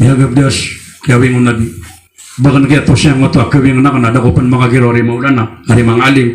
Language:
Maranao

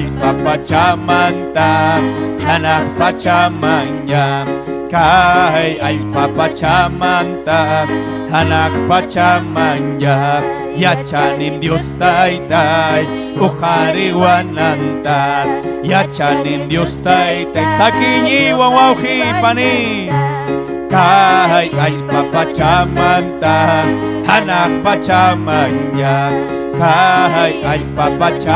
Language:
Ayacucho Quechua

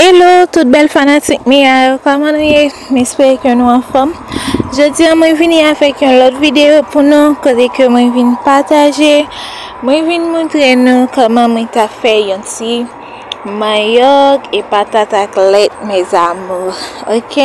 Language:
Haitian Creole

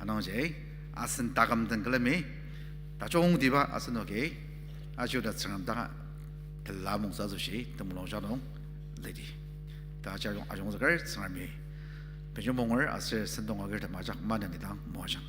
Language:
Ao Naga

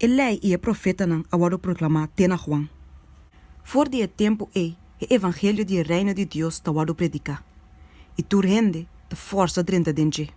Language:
Papiamento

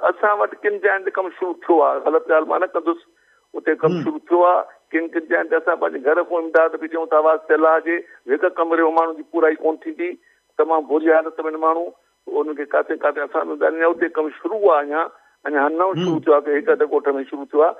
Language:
Sindhi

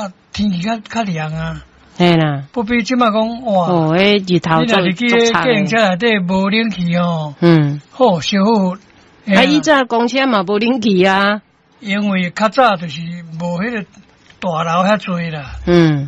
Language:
Min Nan Chinese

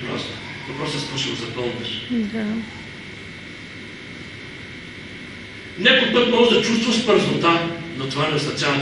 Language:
Bulgarian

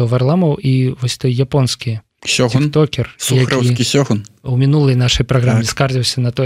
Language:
Belarusian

